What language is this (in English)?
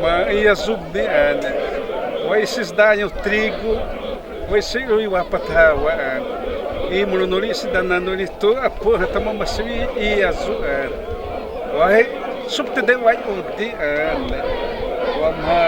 Xavánte